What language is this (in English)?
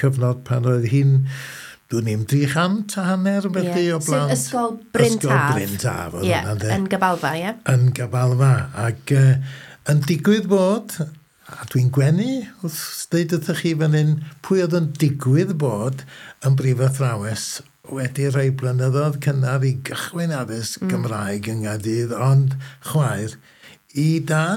Welsh